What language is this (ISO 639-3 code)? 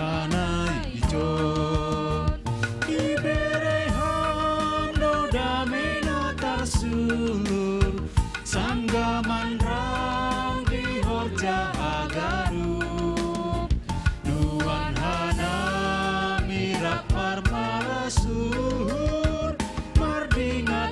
bts